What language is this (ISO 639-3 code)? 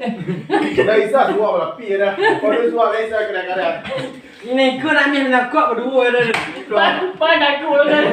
min